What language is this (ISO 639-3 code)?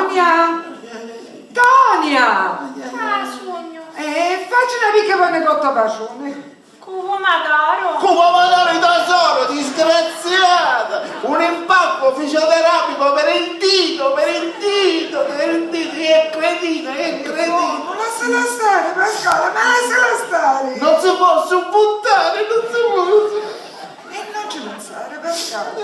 scn